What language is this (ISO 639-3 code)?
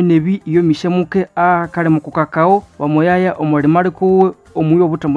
nnb